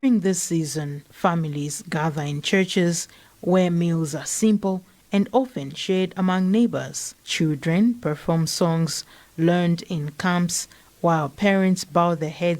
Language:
English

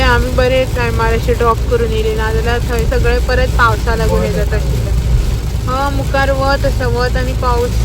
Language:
Konkani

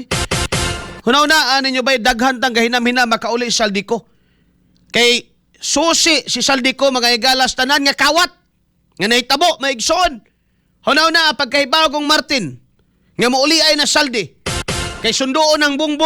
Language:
Cebuano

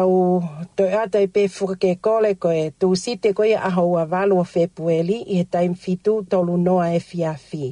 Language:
Tongan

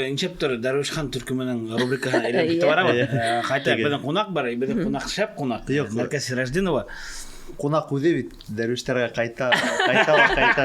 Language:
Bashkir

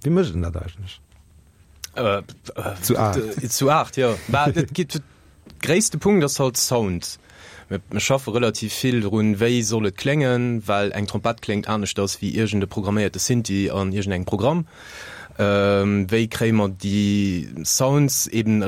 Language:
Luxembourgish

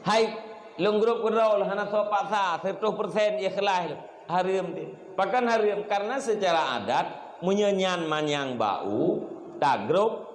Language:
Achinese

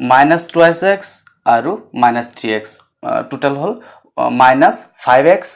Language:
Assamese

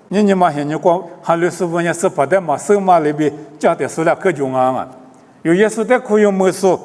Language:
Lisu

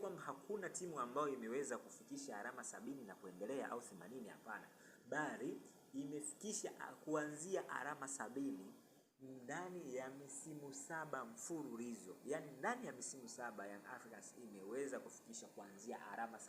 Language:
Swahili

